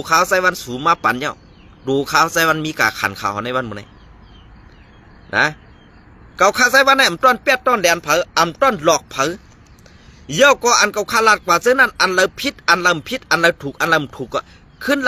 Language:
Shan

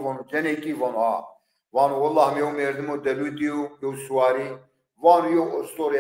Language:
Zaza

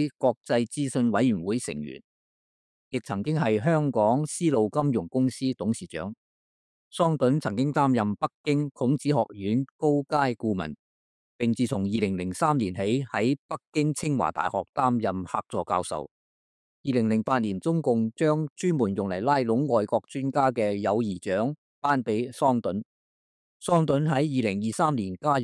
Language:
Cantonese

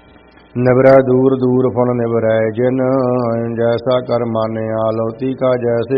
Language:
Punjabi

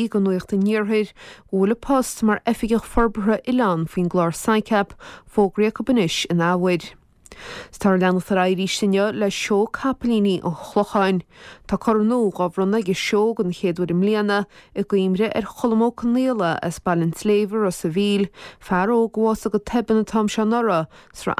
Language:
Irish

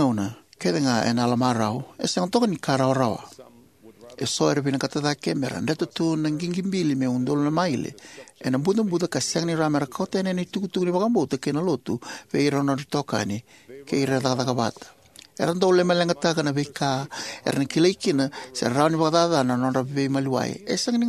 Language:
Fijian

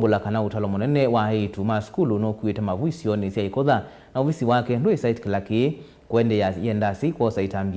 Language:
Kamba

